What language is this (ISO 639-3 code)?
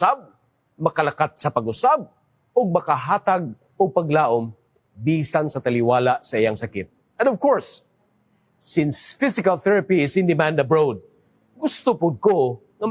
ceb